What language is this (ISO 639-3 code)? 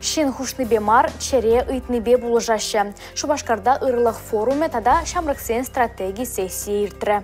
chv